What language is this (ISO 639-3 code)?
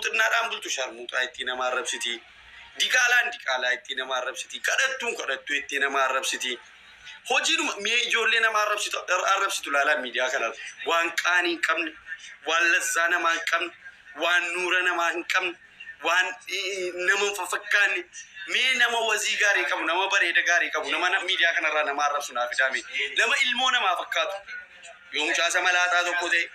orm